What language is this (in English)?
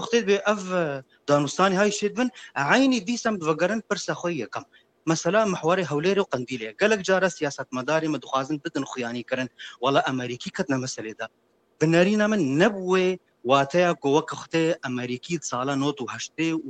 Kurdish